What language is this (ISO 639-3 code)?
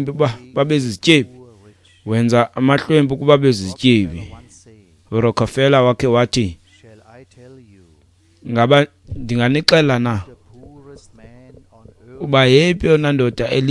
xho